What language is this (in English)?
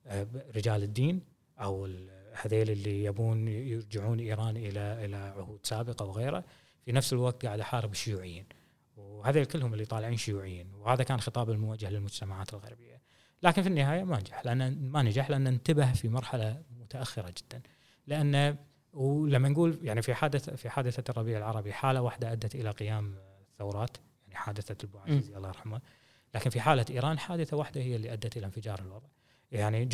Gulf Arabic